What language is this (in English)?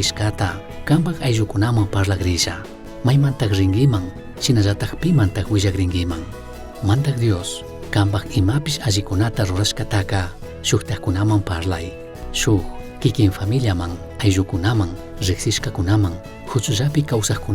Chimborazo Highland Quichua